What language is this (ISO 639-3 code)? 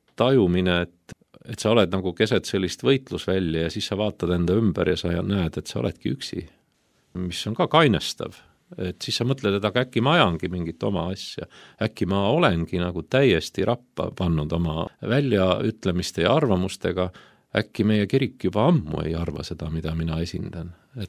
est